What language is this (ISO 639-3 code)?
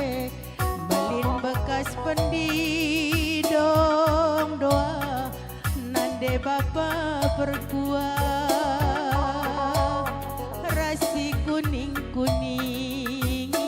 btx